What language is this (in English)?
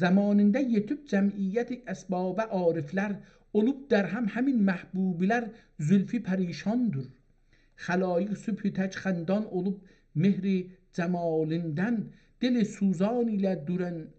South Azerbaijani